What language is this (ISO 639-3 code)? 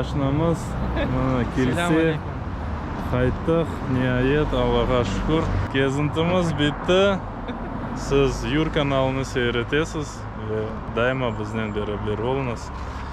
crh